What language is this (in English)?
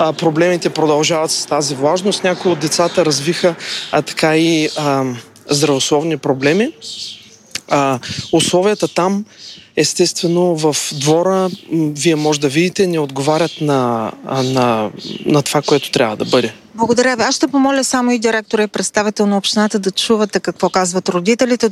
Bulgarian